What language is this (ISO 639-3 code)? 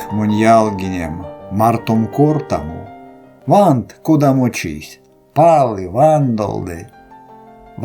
myv